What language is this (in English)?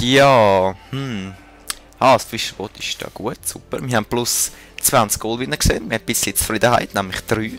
Swiss German